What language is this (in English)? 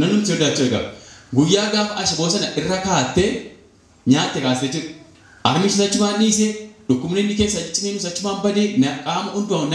Oromo